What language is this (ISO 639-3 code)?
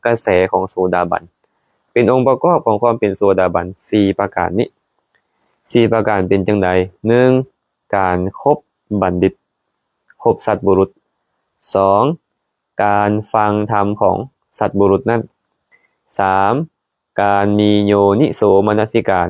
lao